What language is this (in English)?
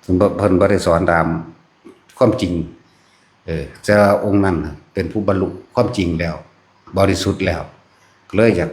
Northeastern Thai